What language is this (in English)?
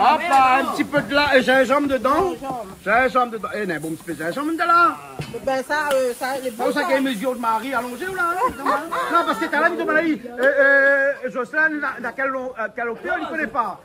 Réunion Creole French